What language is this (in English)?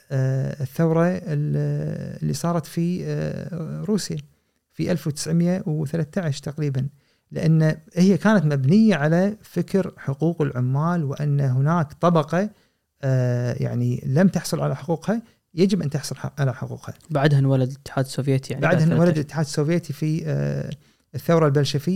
Gulf Arabic